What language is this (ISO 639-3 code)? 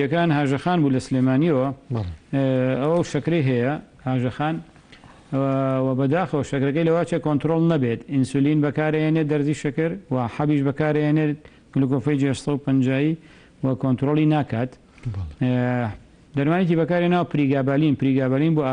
ckb